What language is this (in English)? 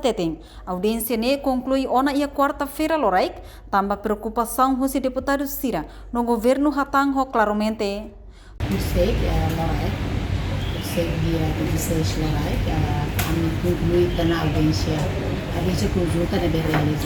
Tetum